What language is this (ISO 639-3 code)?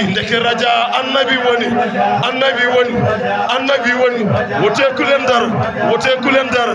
ful